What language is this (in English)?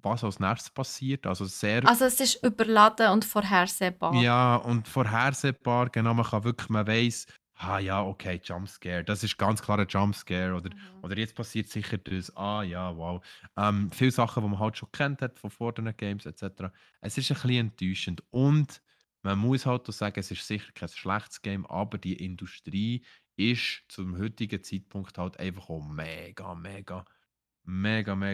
Swiss German